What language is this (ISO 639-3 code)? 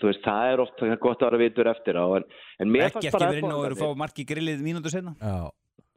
isl